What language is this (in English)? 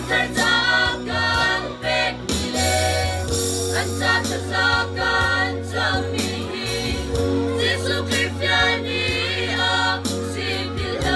Hakha Chin